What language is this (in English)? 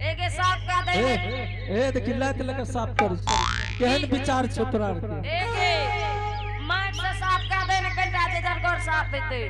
Angika